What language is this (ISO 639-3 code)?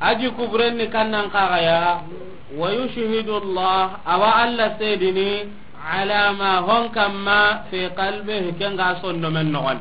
snk